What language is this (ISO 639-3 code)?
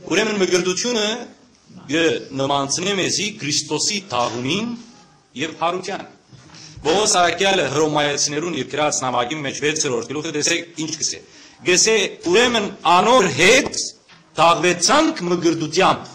hyw